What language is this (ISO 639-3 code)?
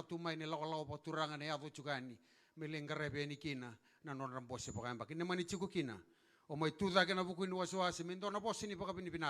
fij